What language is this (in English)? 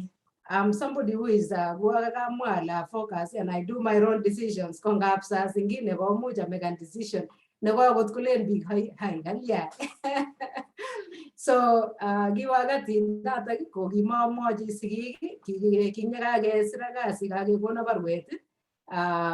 Kalenjin